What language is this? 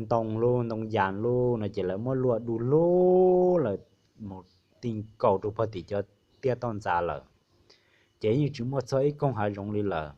Hmong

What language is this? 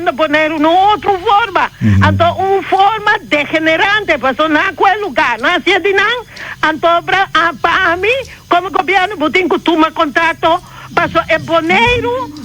Papiamento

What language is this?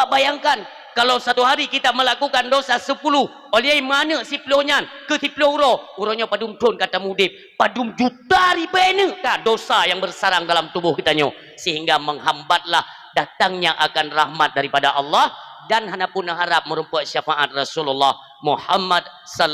Achinese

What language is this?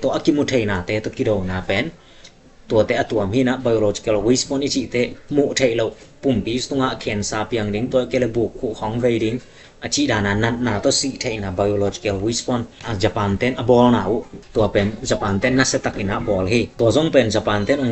Tedim Chin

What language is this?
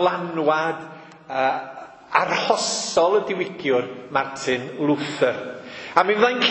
Welsh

